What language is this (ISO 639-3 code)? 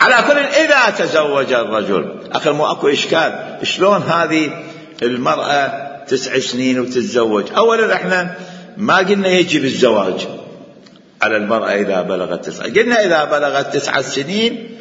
acm